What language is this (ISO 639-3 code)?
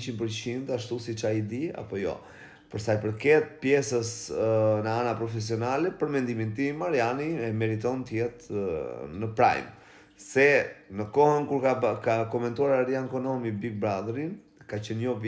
sqi